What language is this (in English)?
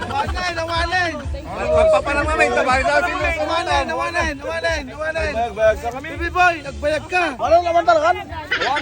Iloko